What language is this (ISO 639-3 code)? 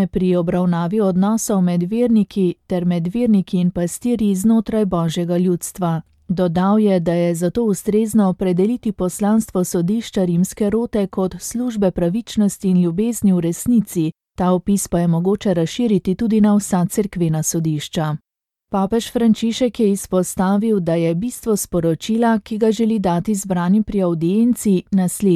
slv